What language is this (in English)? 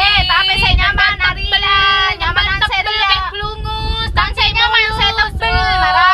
Madurese